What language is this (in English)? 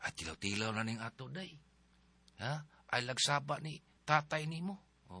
Cebuano